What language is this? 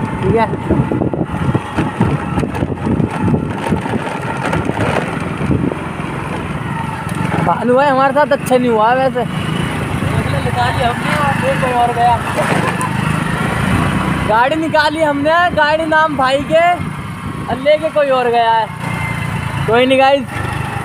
Hindi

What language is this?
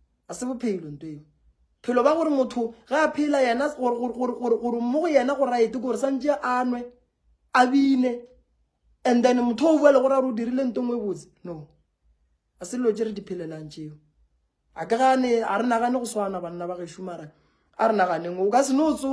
Northern Sotho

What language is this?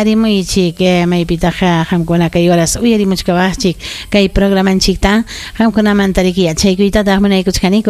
Ayacucho Quechua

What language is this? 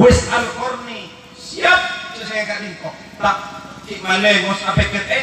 Madurese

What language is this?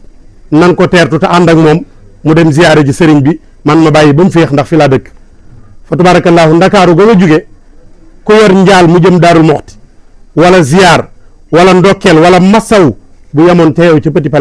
Wolof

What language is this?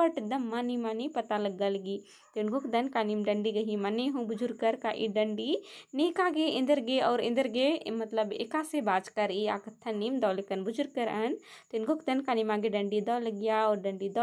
Kurukh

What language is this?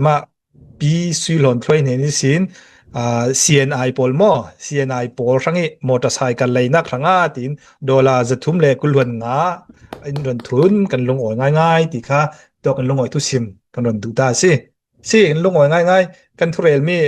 Hakha Chin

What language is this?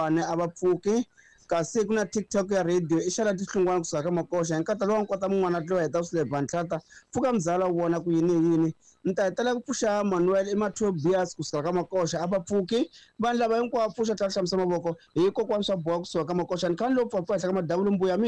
Tsonga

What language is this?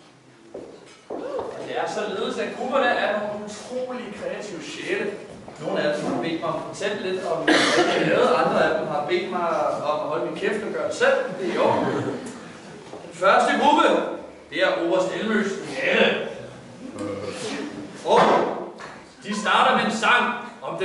Danish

